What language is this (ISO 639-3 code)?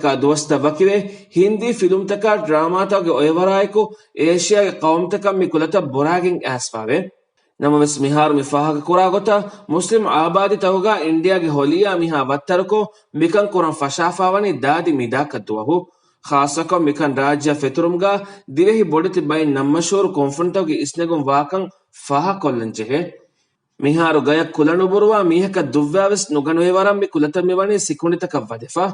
div